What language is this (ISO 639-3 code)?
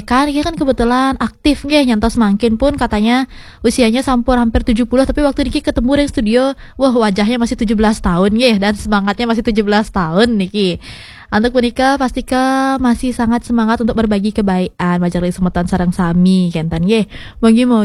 ban